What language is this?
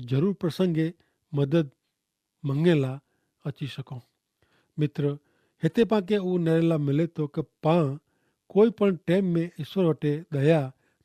Kachhi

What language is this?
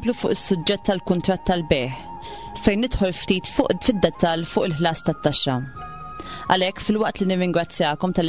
Maltese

